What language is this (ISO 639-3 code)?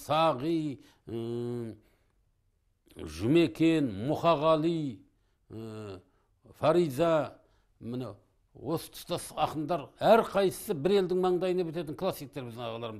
kaz